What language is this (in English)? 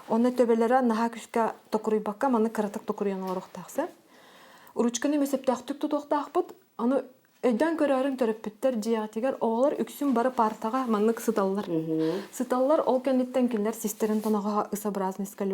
Yakut